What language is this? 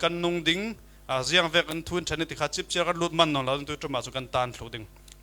Falam Chin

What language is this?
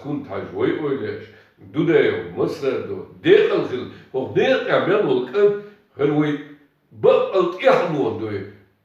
Chechen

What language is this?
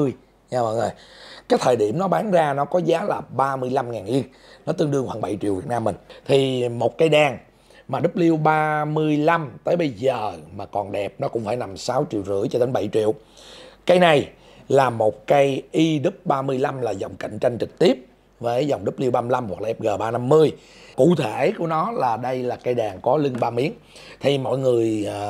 Vietnamese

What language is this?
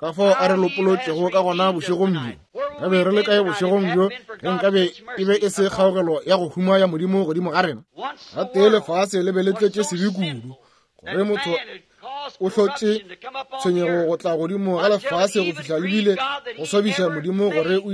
Northern Sotho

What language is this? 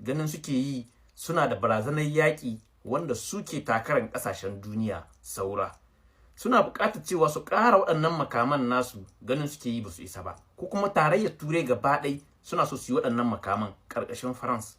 Hausa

